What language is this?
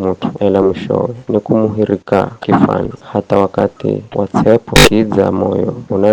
Giryama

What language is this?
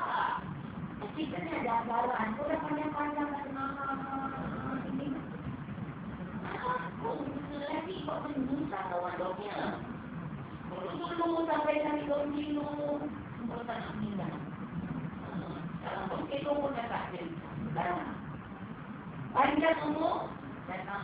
Malay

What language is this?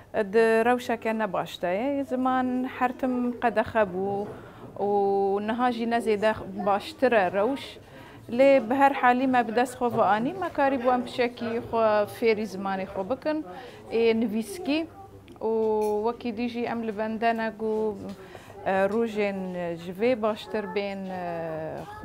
Kurdish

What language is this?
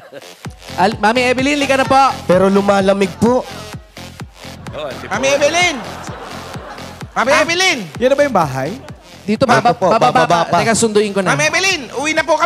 Filipino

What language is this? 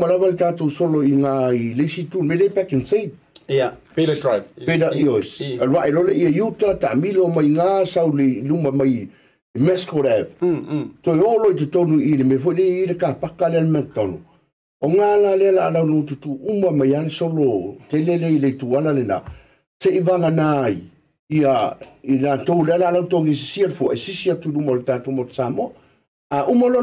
Samoan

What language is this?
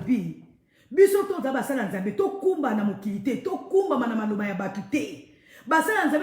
Lingala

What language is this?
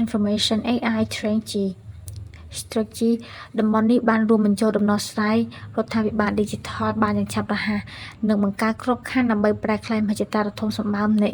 Khmer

